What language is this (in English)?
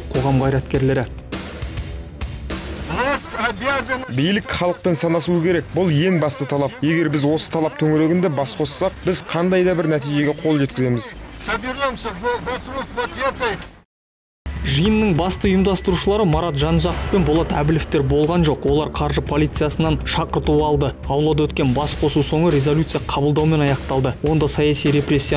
Kazakh